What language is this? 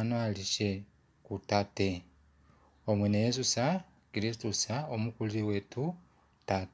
Kuanyama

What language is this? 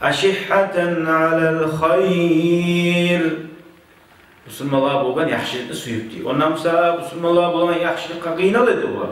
Kumyk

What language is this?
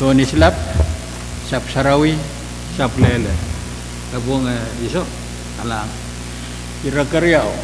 Pohnpeian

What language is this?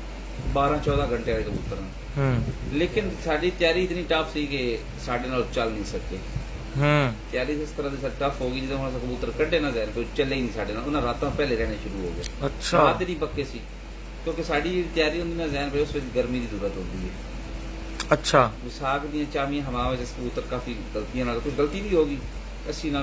Punjabi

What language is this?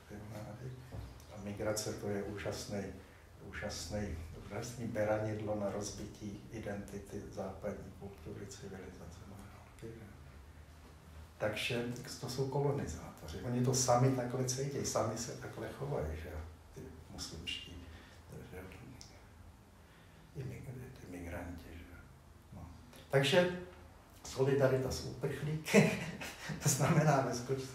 Czech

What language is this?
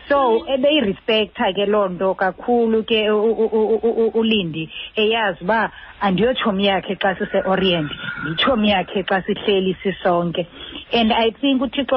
Xhosa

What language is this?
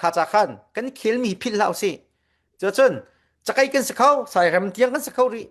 Falam Chin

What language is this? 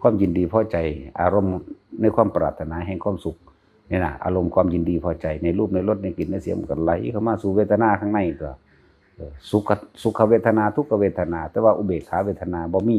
Northeastern Thai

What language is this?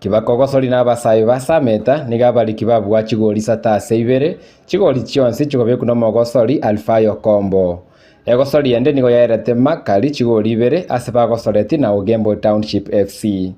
Gusii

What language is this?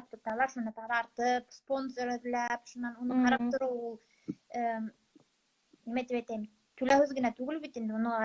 Bashkir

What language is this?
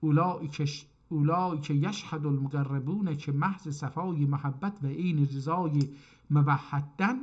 South Azerbaijani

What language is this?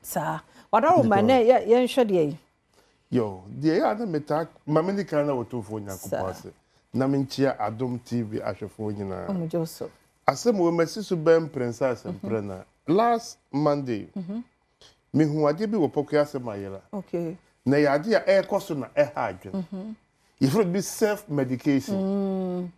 Akan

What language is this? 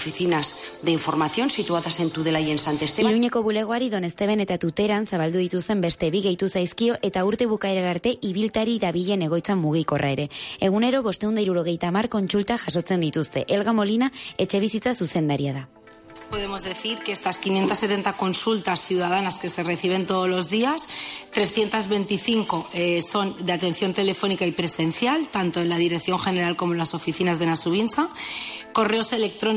Basque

